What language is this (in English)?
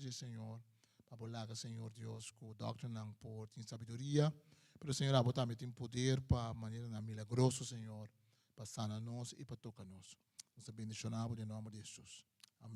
Papiamento